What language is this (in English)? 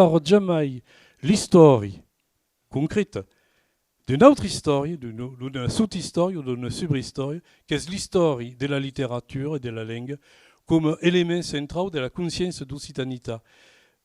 Occitan